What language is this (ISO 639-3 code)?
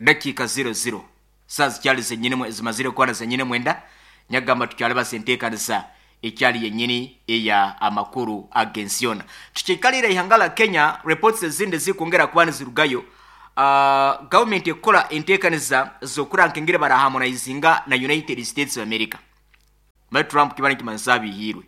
nyo